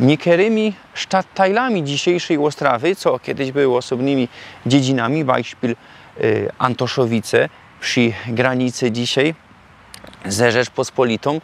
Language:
Silesian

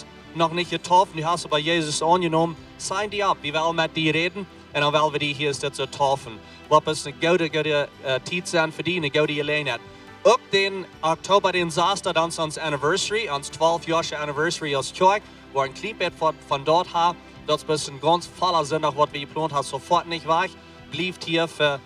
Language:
Plautdietsch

